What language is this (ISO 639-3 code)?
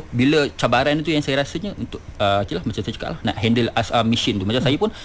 msa